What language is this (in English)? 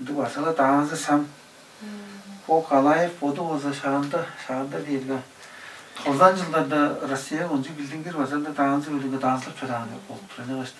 Tuvinian